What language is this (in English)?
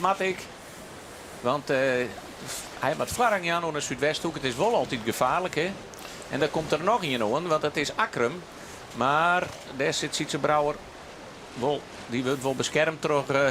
Western Frisian